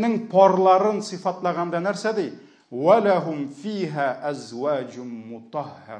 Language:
Tatar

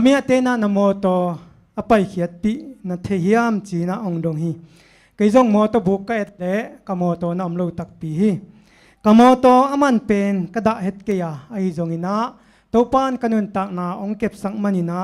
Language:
Tedim Chin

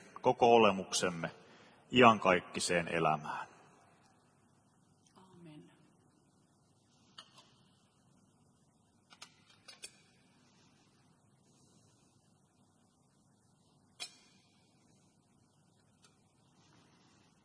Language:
Finnish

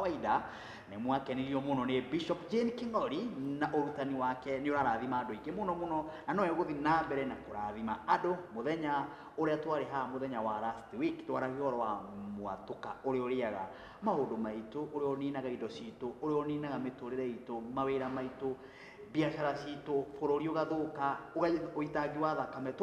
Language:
Kikuyu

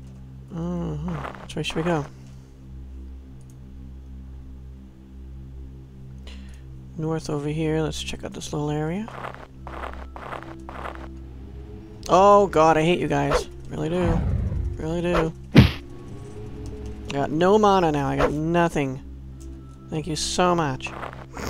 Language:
English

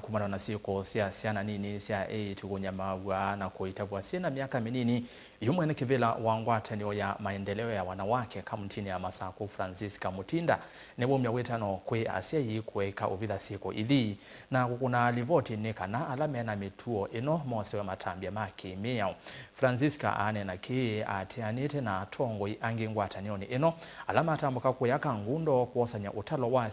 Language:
Kamba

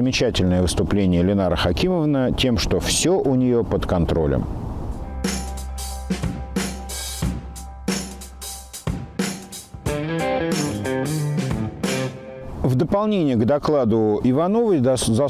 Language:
Russian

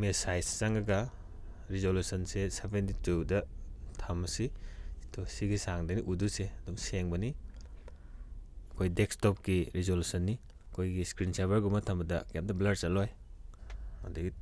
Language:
Manipuri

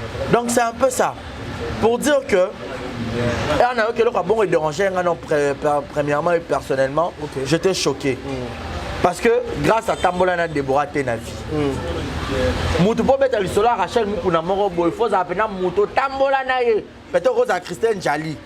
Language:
Lingala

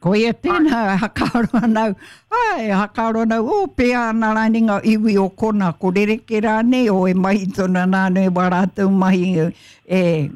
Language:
Māori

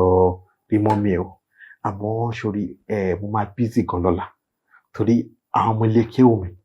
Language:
Yoruba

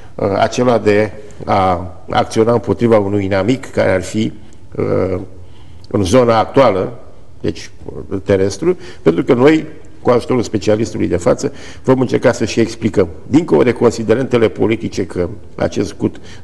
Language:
Romanian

